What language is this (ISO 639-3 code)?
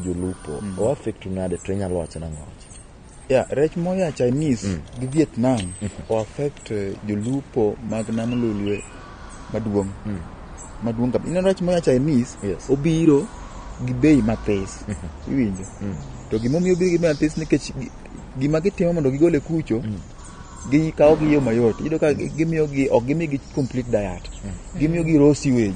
luo